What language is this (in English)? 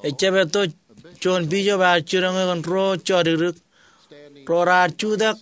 Marshallese